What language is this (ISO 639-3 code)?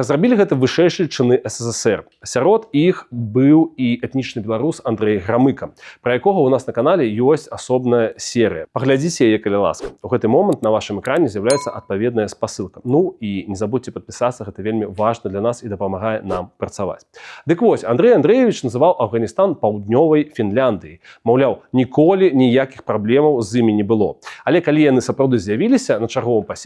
bel